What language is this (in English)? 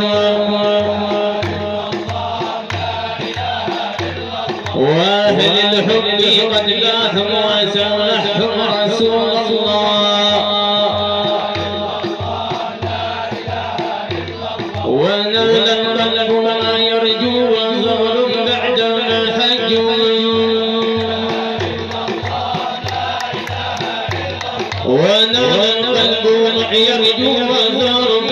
Arabic